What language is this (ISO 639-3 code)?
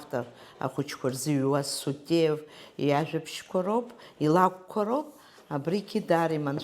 abk